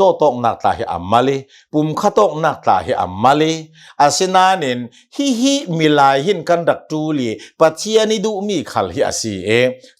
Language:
Hakha Chin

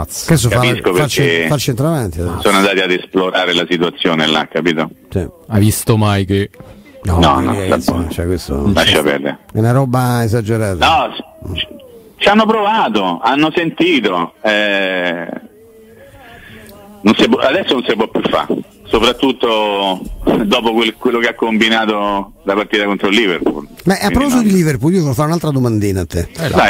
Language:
Italian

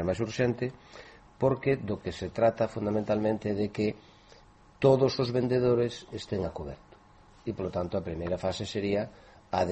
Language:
Galician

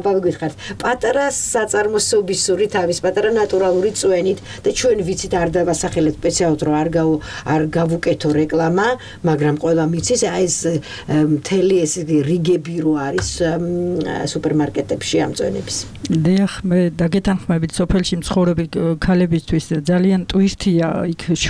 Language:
Georgian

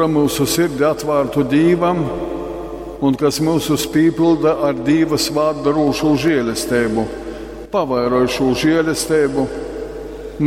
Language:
Latgalian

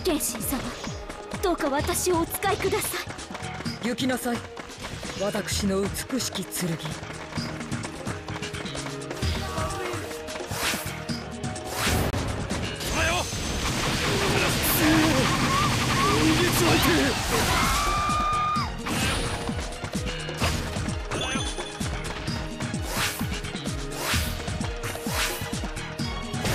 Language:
Japanese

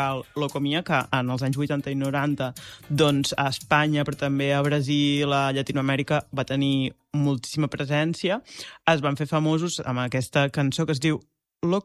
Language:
Catalan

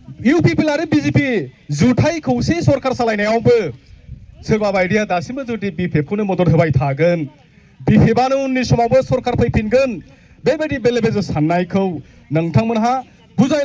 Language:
Bodo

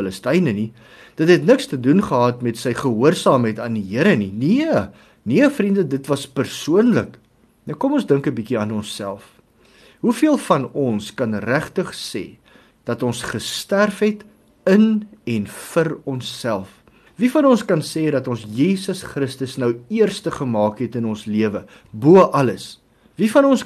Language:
Afrikaans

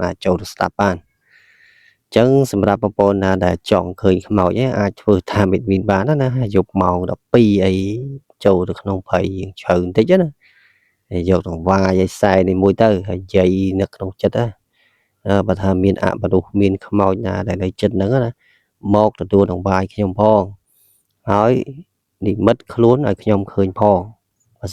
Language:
Khmer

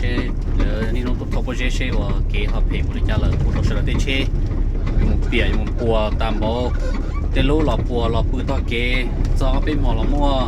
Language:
Hmong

